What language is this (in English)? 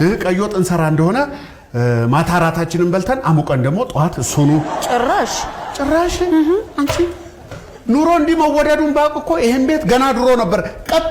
Amharic